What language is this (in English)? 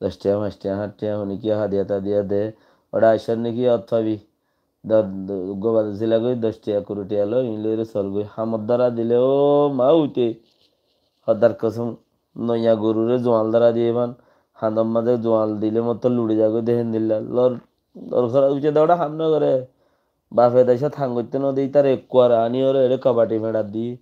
Rohingya